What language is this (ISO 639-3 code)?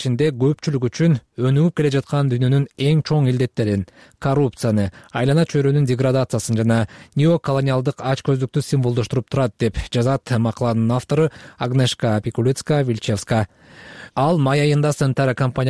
kir